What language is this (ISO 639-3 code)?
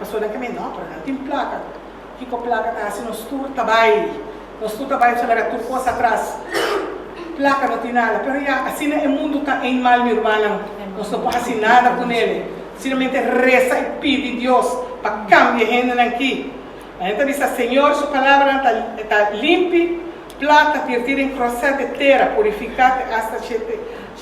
pap